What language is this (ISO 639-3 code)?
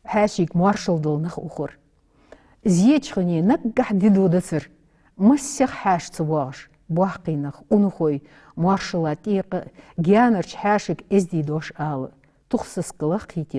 inh